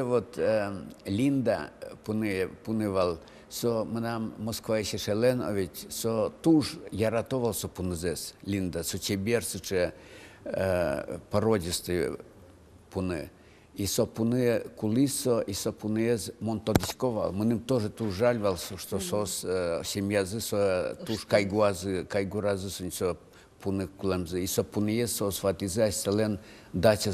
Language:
Udmurt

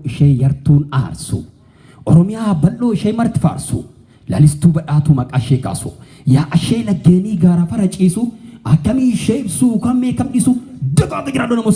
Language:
Oromo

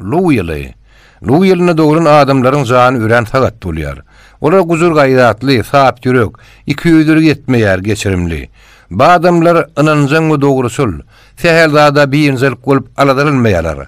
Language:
Turkmen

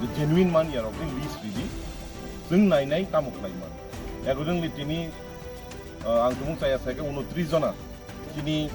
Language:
Kok Borok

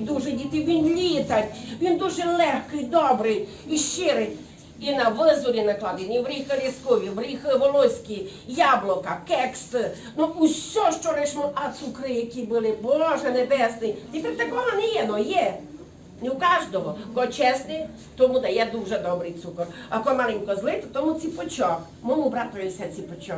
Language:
Rusyn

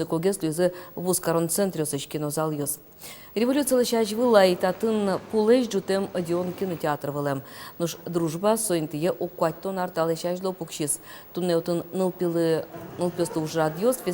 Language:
Udmurt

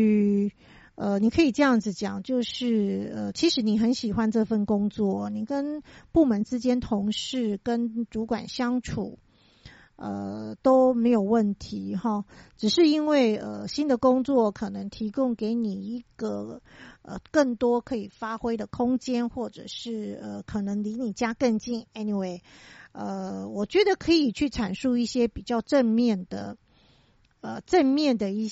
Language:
Chinese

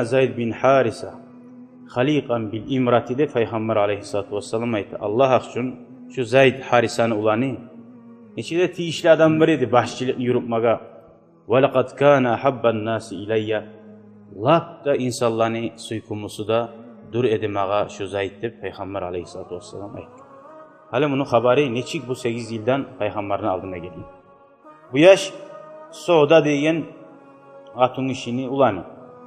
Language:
Kumyk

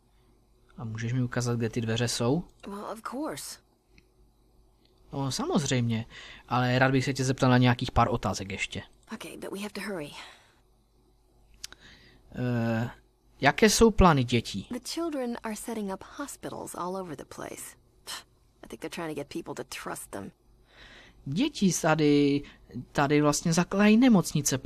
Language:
Czech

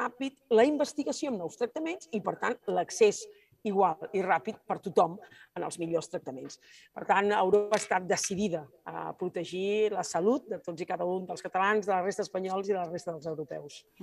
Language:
Catalan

